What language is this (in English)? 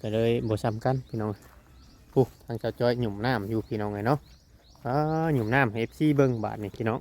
Northeastern Thai